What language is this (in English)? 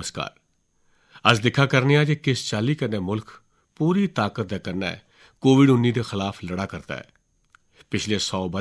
Dogri